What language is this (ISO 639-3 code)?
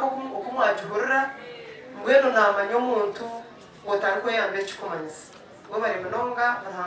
nyn